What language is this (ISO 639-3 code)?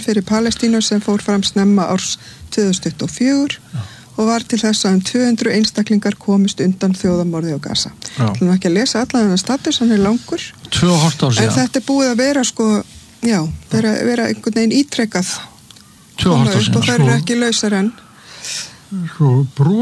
isl